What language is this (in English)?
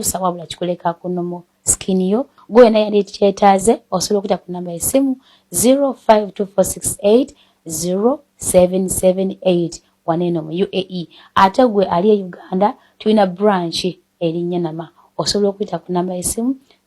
Ganda